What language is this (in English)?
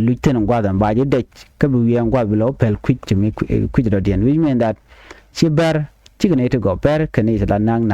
Nuer